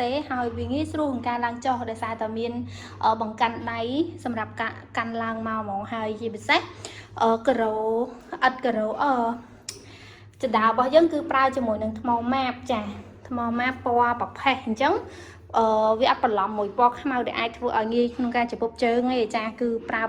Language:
Khmer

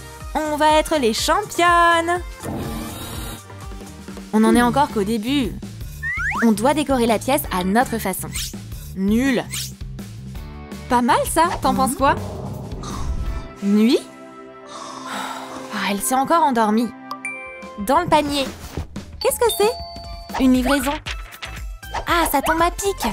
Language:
French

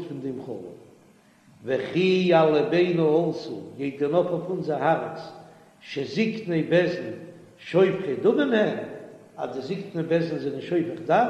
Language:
Yiddish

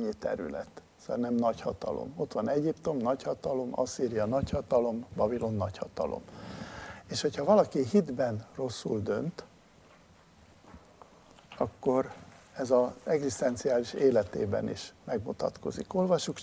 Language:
Hungarian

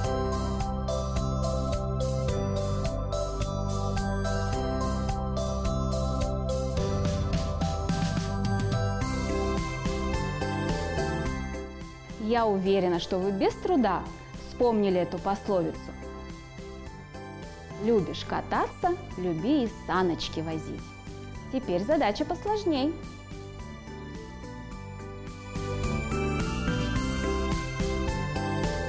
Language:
Russian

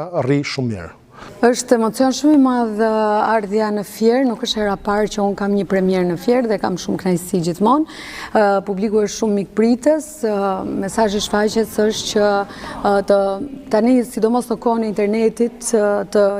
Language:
Albanian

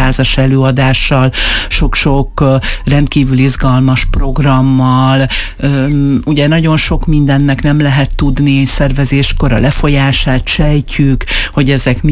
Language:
Hungarian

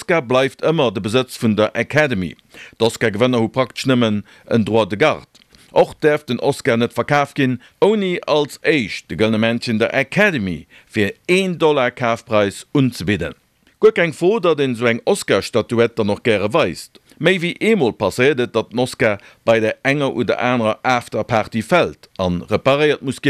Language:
Luxembourgish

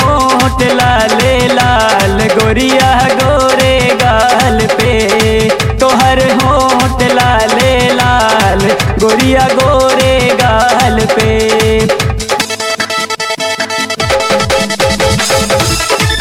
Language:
Bhojpuri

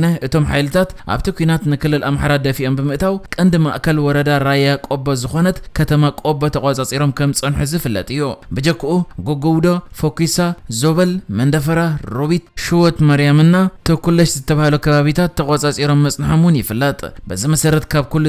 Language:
Tigrinya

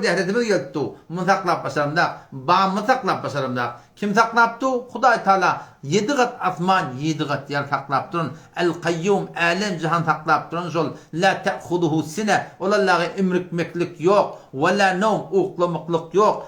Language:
Turkmen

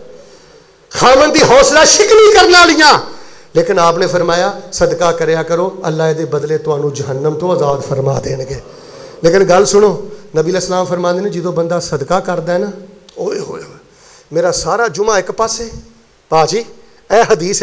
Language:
Western Panjabi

